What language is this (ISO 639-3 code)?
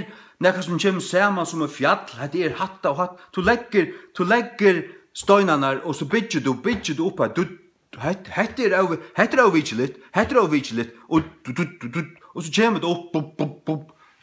fao